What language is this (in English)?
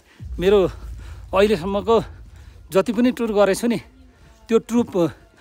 Nepali